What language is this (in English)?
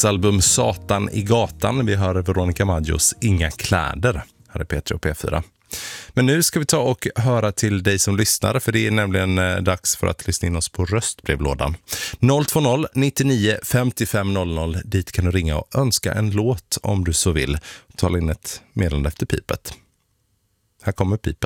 Swedish